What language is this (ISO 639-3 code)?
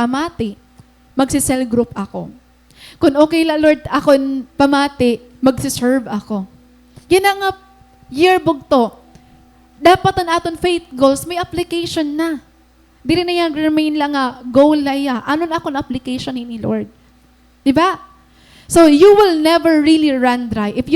war